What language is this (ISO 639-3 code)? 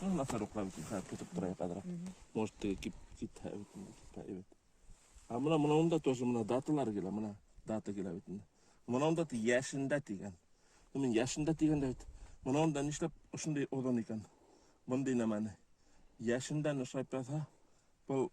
bak